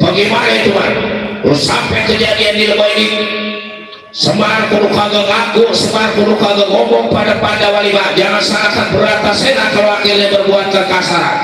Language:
Betawi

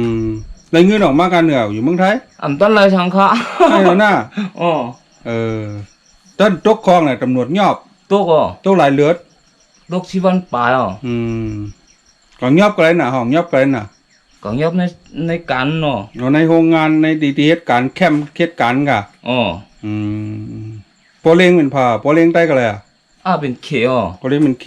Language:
Shan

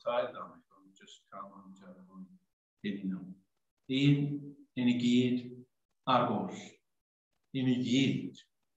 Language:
Welsh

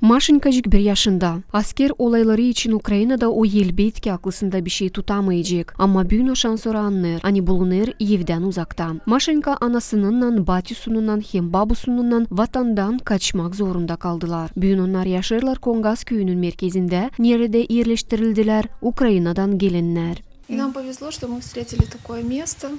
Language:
Gagauz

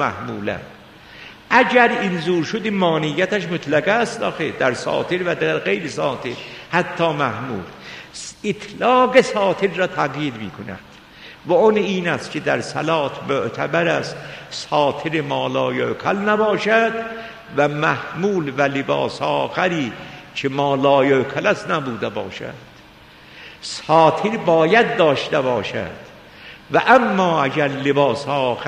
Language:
Persian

